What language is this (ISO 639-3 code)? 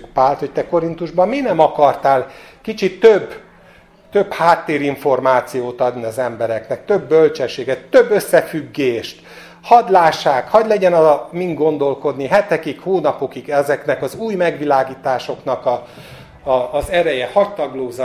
hun